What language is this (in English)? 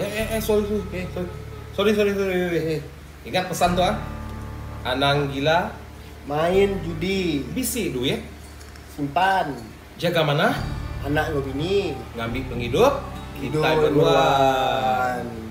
Iban